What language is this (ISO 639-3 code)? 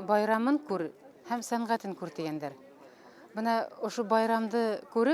bak